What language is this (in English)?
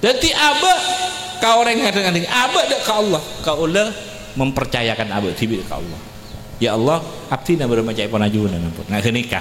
Madurese